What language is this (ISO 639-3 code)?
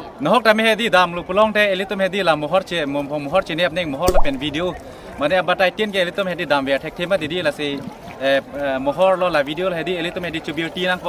mjw